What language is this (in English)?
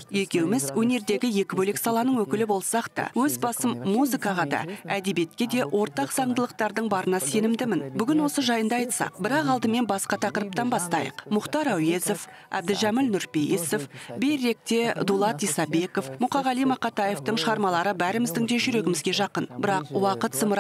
Kazakh